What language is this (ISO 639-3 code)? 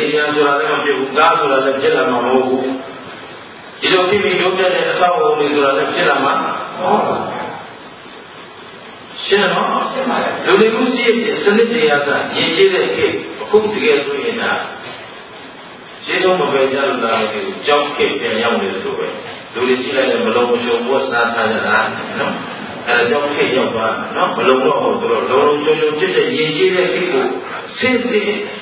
mya